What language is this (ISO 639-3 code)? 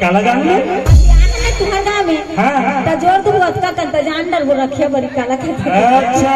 hne